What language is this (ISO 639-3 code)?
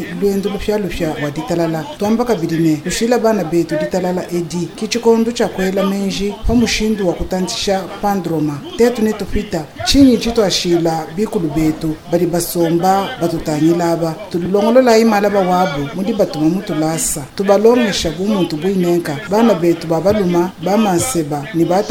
lua